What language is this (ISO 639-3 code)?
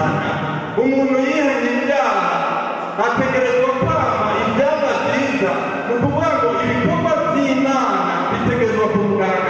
run